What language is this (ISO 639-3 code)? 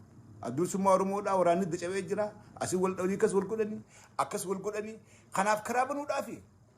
orm